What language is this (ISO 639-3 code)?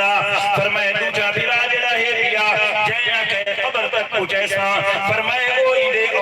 skr